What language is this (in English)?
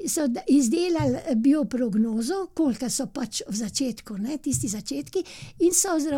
Slovenian